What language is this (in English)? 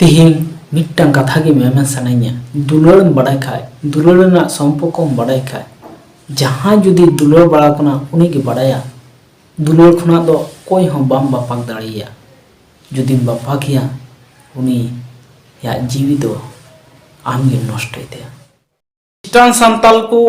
Santali